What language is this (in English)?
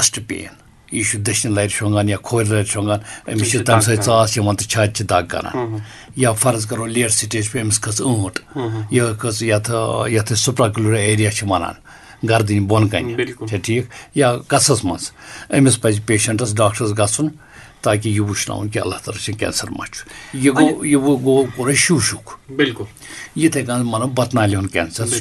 Kashmiri